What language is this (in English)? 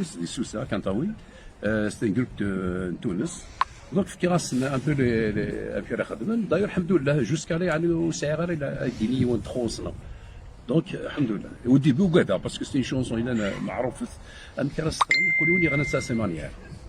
Kabyle